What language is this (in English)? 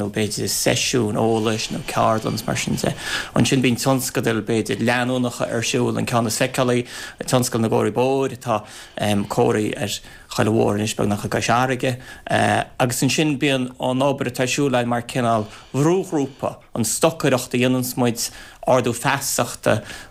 Irish